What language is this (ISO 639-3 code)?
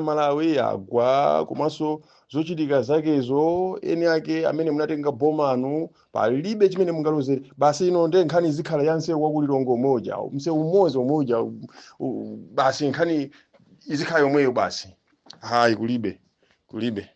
nya